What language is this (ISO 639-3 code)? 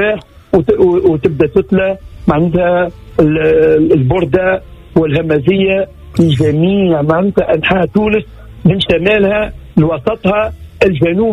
aeb